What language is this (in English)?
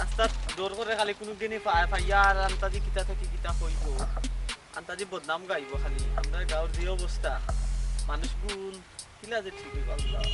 Sylheti